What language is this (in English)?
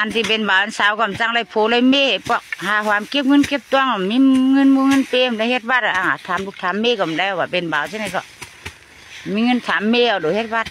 Shan